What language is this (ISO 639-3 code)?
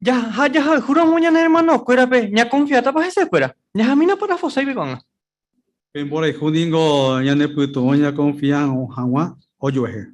grn